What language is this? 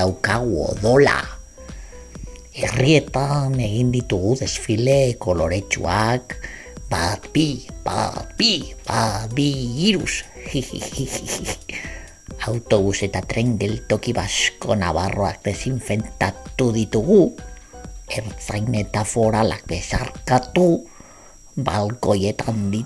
Basque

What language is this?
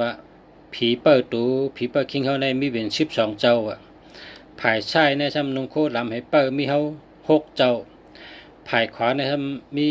Shan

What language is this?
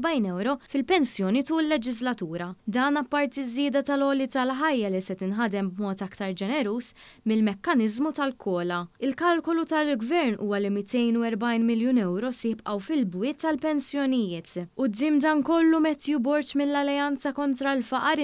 Maltese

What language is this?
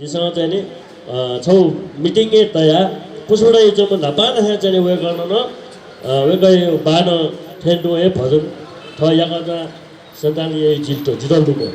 Newari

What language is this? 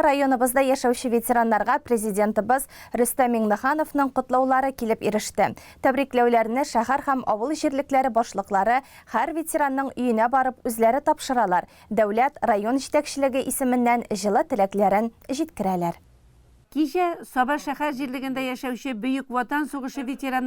Tatar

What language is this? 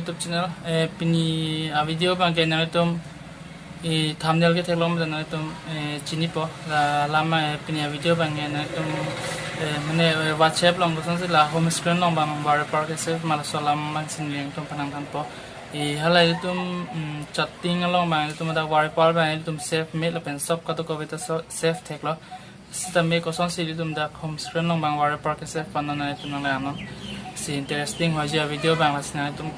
Karbi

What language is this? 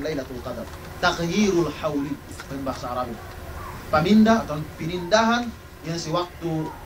Yakan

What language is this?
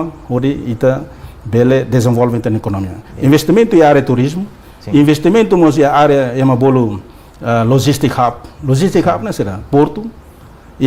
Tetum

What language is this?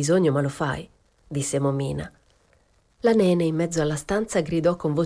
Italian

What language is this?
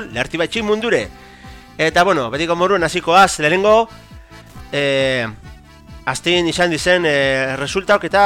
Basque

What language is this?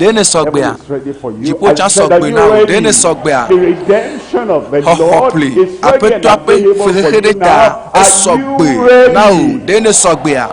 Ewe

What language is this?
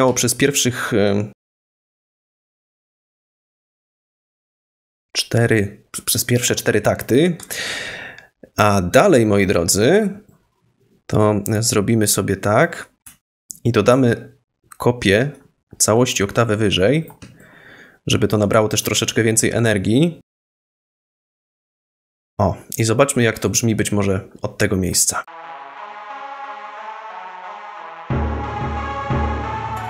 Polish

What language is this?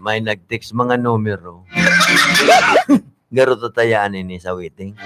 Bikol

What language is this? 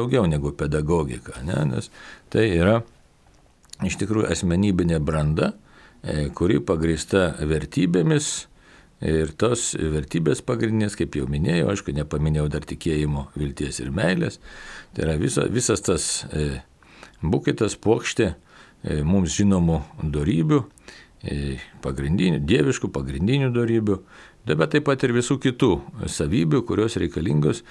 Lithuanian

